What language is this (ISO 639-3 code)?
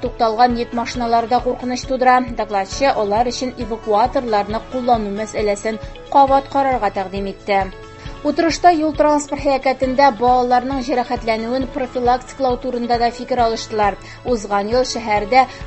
tat